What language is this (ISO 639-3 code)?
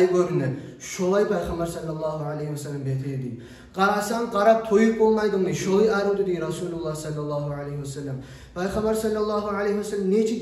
kum